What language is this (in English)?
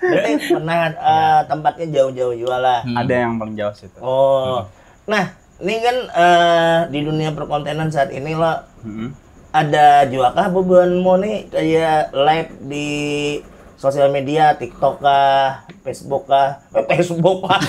Banjar